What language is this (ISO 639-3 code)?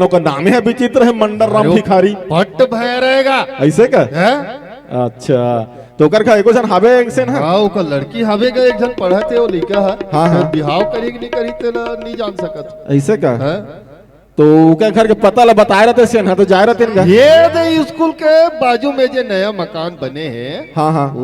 hne